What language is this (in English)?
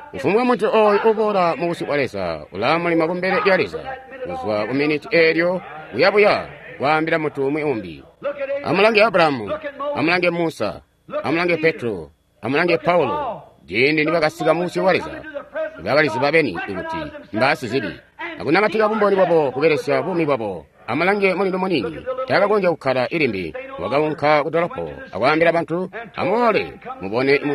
Tonga (Zambia)